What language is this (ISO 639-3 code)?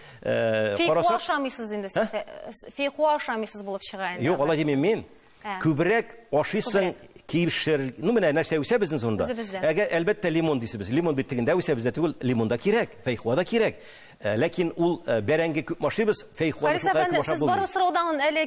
tat